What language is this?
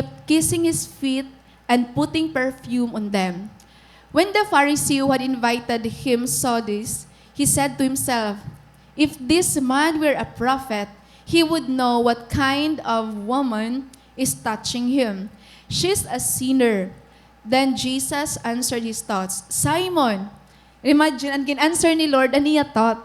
Waray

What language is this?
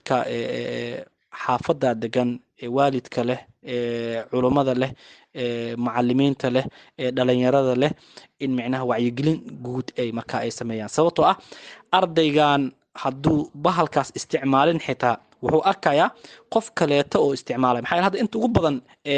Somali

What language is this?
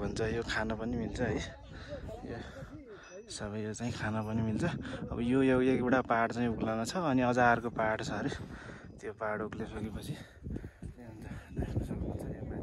Nepali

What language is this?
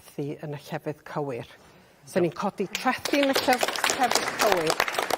Welsh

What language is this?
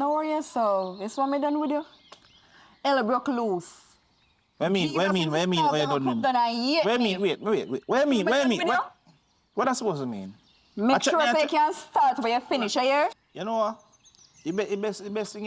Jamaican Creole English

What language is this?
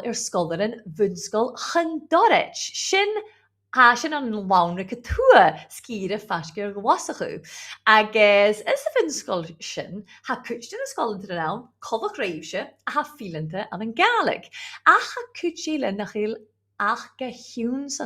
Scottish Gaelic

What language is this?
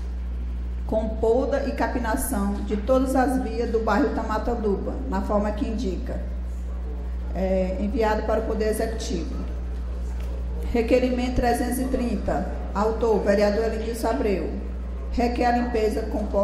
Portuguese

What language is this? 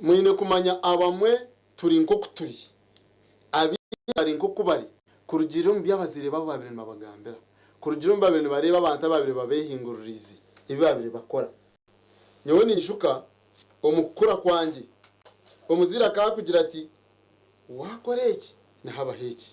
Nyankole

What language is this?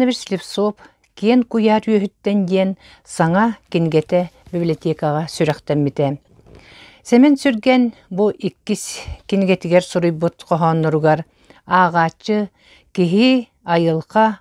Yakut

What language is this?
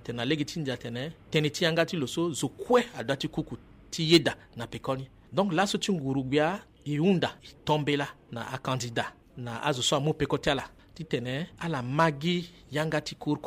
Sango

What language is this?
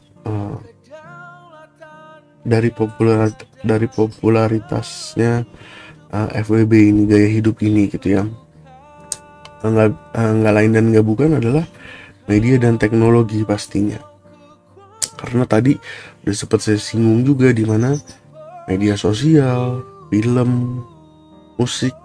Indonesian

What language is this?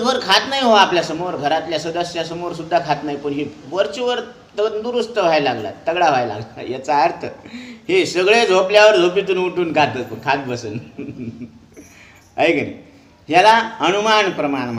Marathi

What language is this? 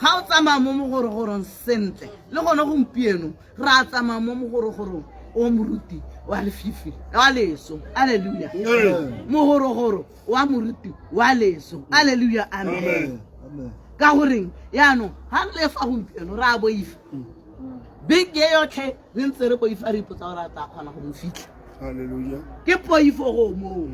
Tswana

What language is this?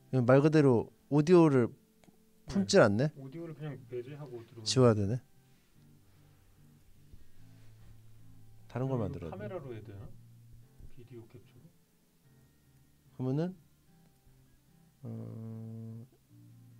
Korean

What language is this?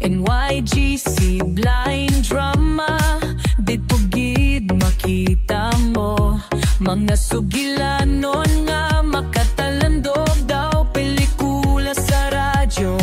Hiligaynon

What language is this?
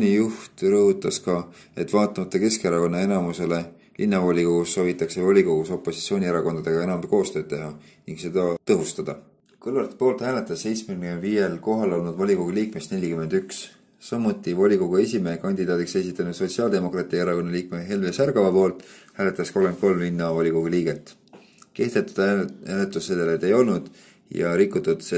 Estonian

